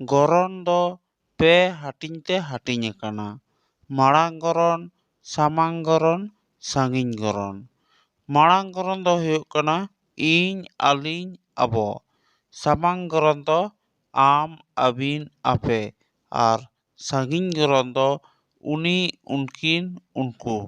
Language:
Santali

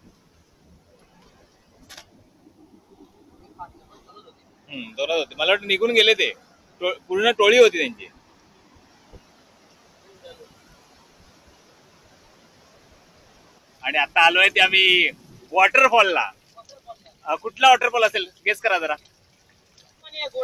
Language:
Marathi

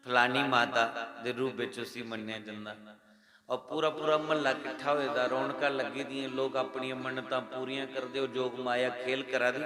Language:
Dogri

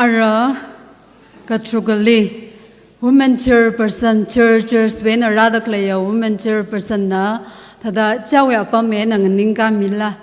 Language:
Tangkhul Naga (India)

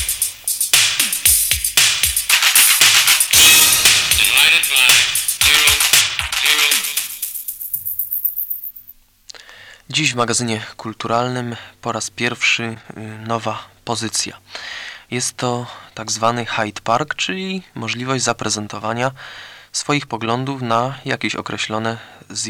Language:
Polish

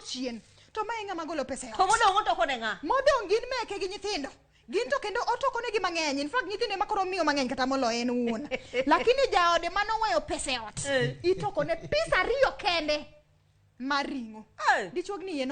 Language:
Luo (Kenya and Tanzania)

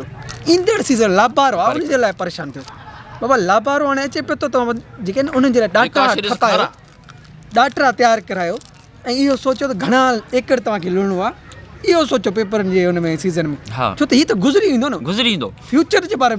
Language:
Sindhi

